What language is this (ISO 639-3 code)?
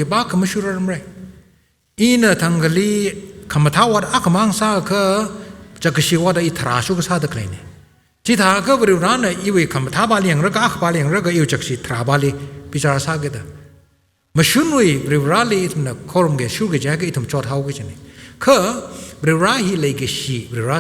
nmf